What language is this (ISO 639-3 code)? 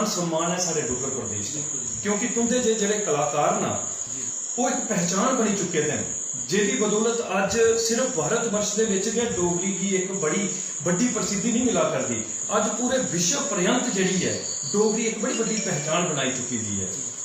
doi